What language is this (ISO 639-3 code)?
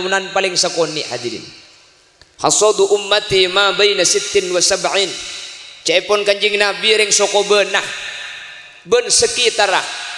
mad